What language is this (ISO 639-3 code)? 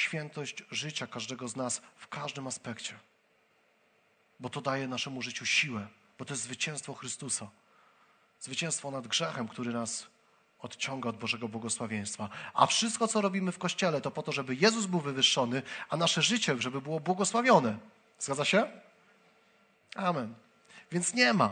pol